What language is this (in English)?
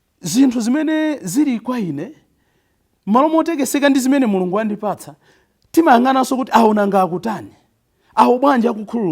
Nyanja